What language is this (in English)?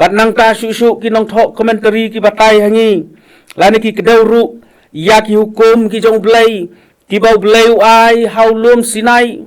Khasi